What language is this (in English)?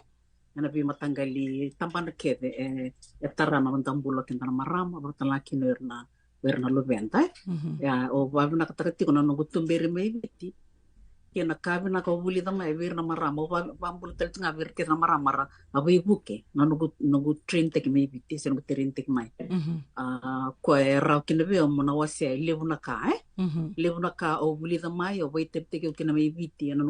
Fijian